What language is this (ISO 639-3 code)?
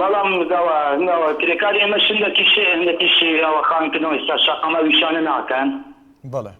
ckb